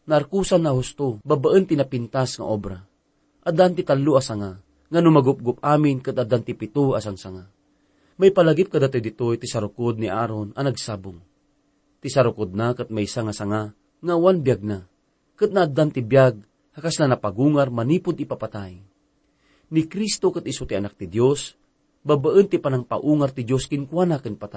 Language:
Iloko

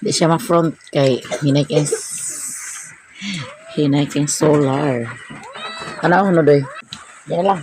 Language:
Cebuano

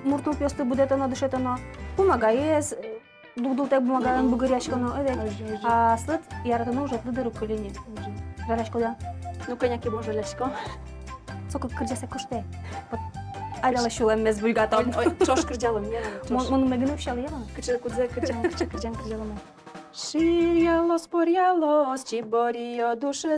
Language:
Udmurt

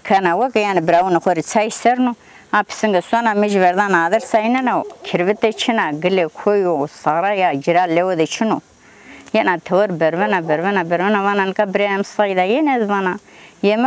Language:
Zaza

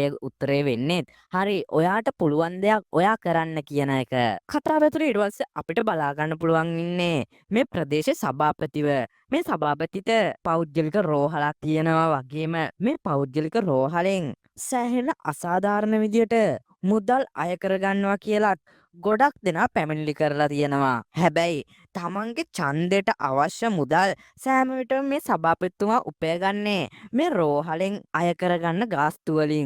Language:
Sinhala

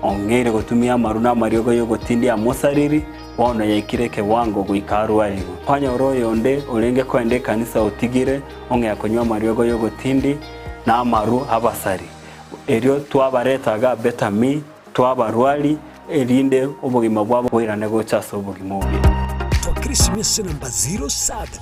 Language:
Gusii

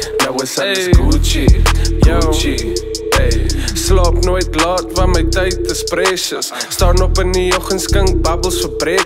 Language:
Afrikaans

